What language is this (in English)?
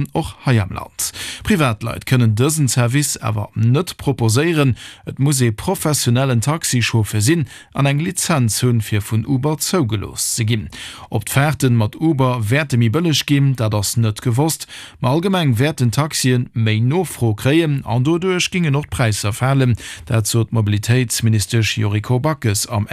Luxembourgish